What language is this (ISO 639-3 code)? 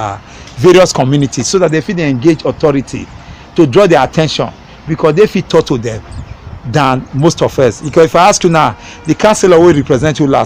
pcm